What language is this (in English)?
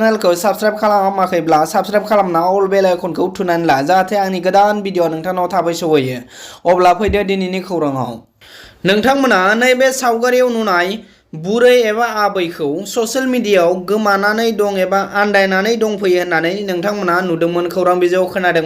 Bodo